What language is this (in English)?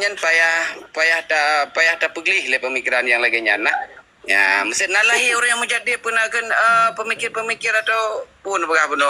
Achinese